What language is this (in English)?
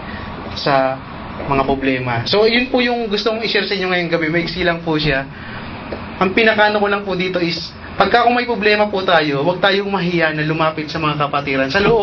Filipino